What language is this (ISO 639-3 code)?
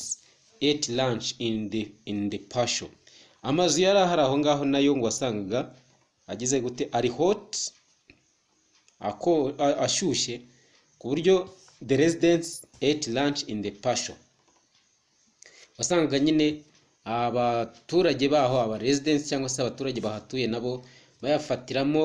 kin